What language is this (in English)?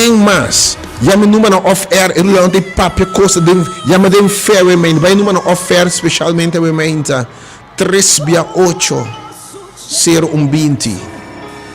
Papiamento